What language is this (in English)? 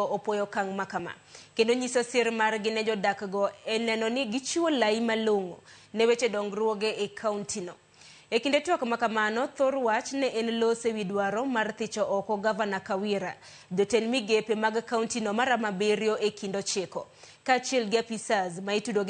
Luo (Kenya and Tanzania)